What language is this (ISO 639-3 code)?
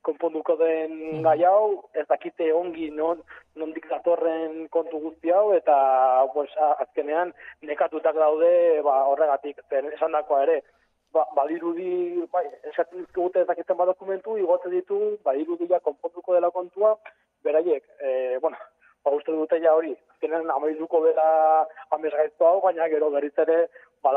eus